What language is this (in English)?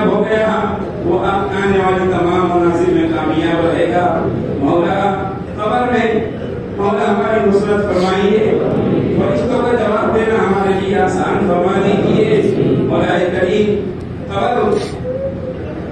Urdu